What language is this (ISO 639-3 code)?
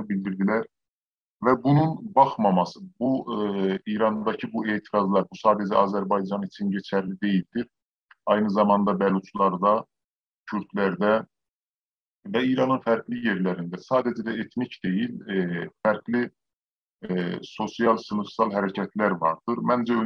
azb